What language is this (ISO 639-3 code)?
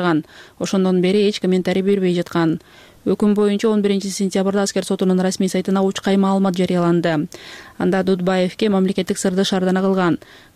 kir